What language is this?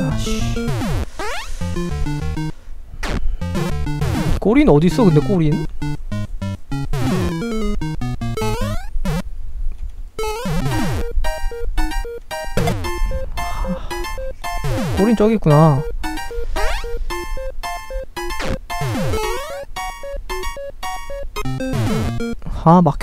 Korean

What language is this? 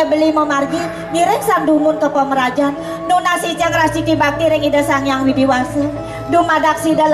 Balinese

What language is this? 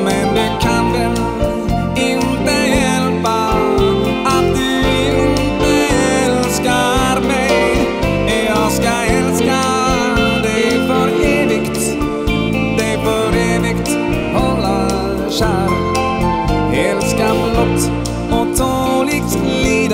Swedish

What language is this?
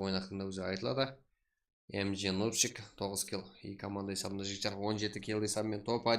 Kara-Kalpak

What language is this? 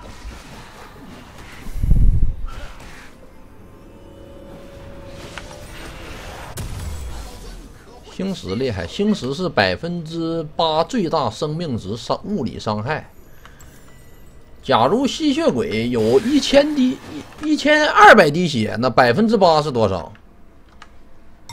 Chinese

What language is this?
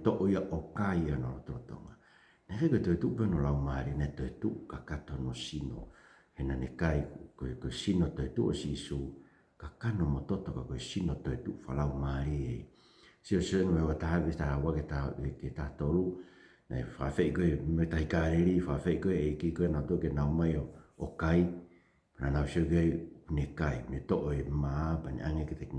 Tongan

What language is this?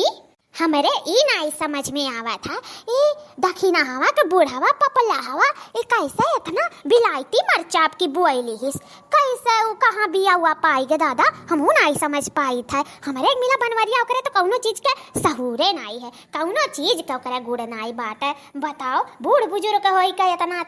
Awadhi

